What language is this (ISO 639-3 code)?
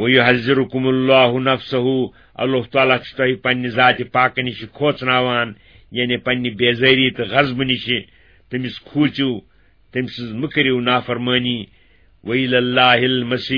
kas